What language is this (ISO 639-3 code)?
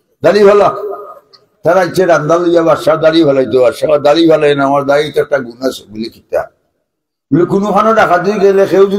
syl